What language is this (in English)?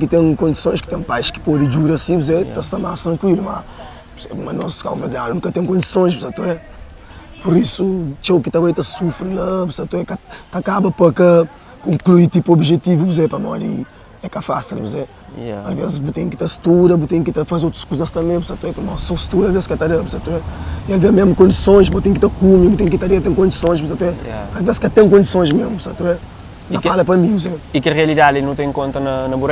Kabuverdianu